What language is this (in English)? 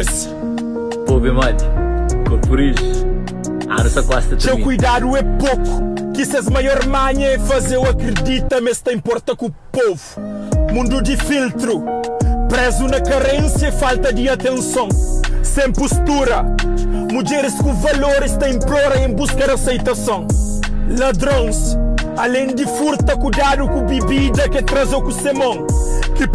Kabuverdianu